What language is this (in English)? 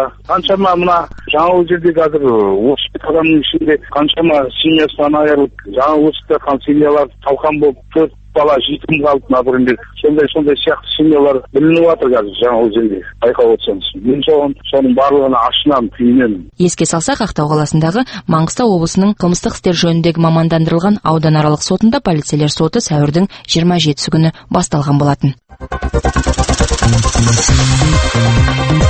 Kazakh